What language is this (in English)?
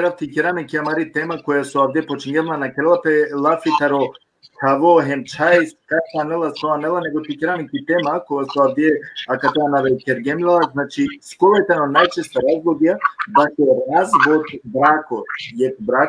Balkan Romani